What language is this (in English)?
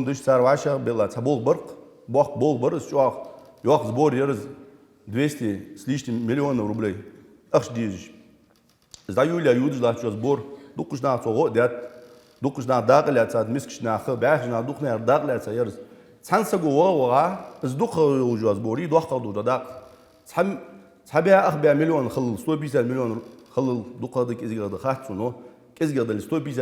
Ingush